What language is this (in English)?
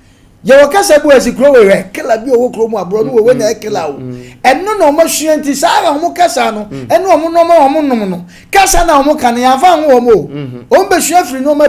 Akan